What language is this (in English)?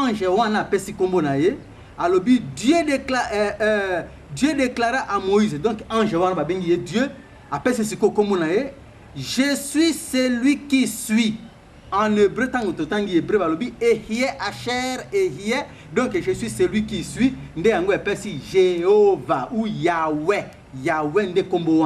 Lingala